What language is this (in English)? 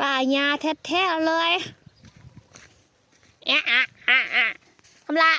Lao